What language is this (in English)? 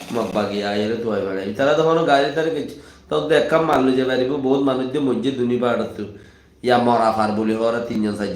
Rohingya